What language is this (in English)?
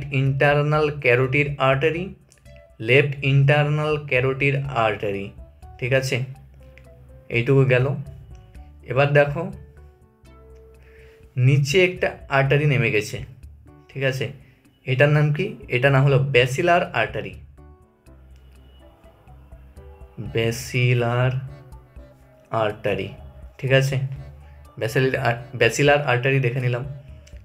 Bangla